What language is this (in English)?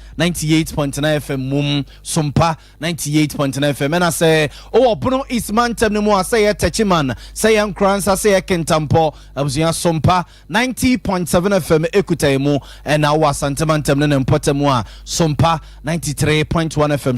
Akan